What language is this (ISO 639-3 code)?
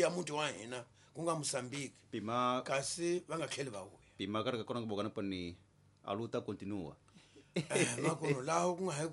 tso